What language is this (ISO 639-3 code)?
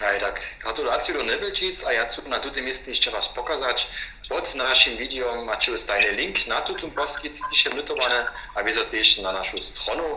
hsb